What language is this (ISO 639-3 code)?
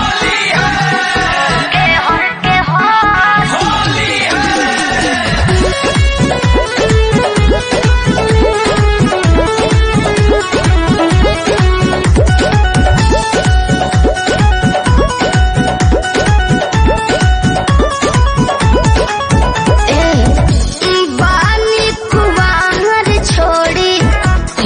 bho